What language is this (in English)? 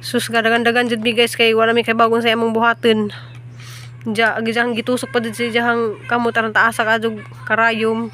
Cebuano